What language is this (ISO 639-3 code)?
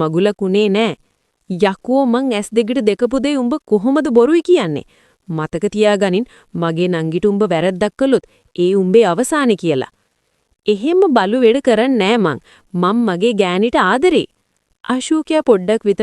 sin